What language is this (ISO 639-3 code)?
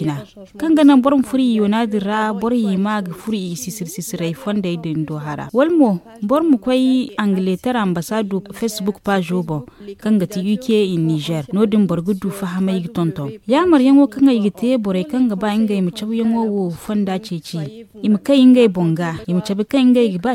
dje